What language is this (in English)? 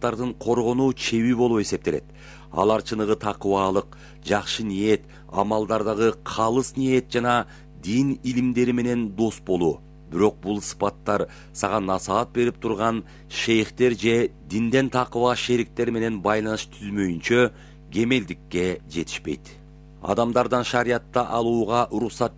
Kyrgyz